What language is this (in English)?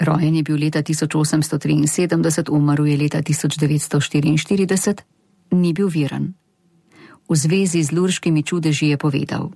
Slovenian